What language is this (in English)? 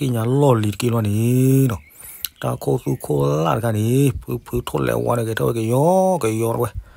S'gaw Karen